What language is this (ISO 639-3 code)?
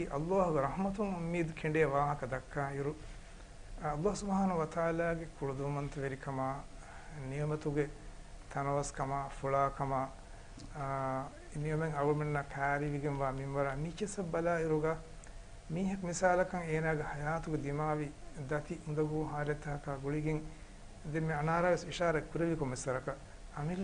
div